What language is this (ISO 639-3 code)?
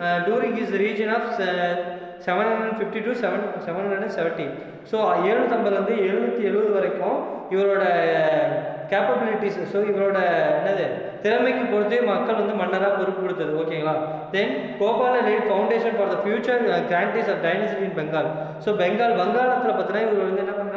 tam